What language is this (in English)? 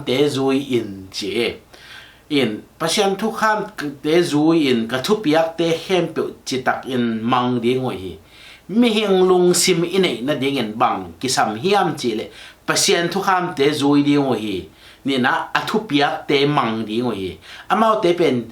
Tedim Chin